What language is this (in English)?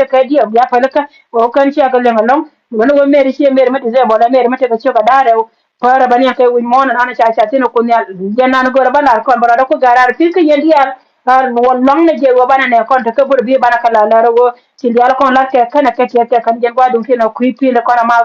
Nuer